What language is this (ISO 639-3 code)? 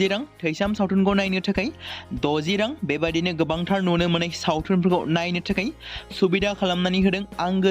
brx